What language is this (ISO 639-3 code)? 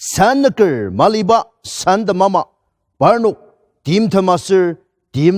njo